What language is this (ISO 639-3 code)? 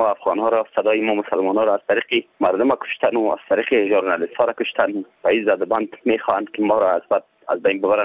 fas